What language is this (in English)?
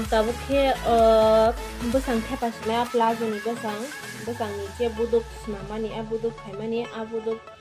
Kok Borok